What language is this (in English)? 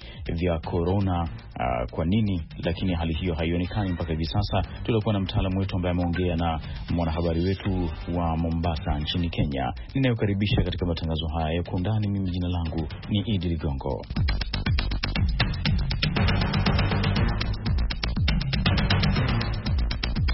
Swahili